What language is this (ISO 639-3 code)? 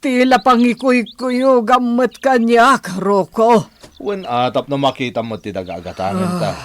ilo